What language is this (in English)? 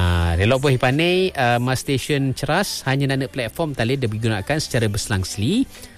Malay